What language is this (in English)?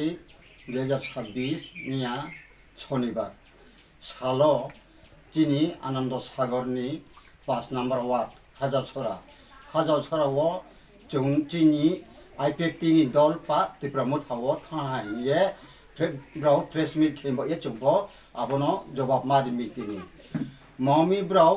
Riang (India)